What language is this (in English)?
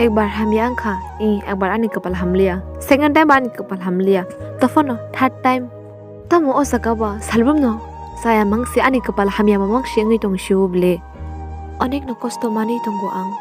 Kok Borok